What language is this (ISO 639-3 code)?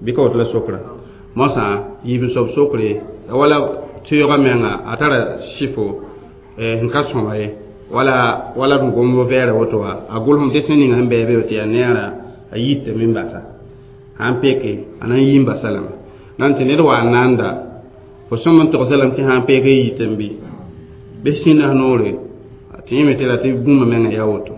mos